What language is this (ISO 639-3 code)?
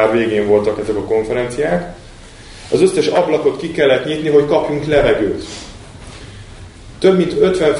hun